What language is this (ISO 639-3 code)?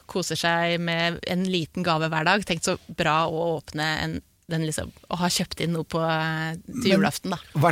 nor